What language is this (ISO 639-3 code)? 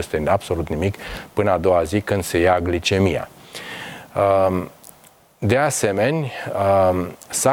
ron